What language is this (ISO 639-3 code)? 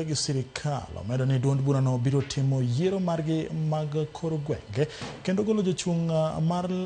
luo